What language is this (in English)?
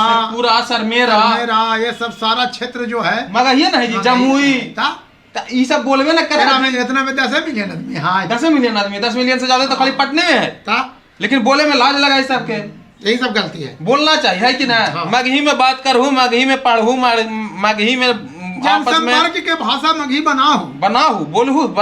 Magahi